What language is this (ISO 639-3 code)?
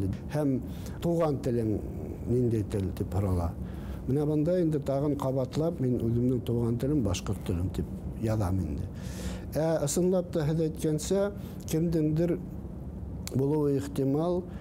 bak